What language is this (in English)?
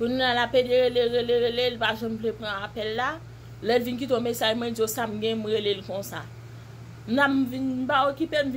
Haitian Creole